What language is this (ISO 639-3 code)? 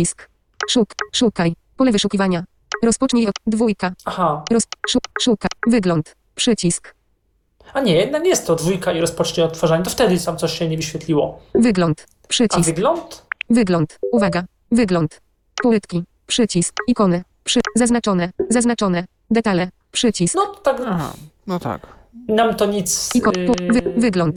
pol